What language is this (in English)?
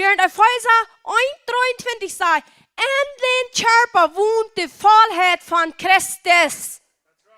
Plautdietsch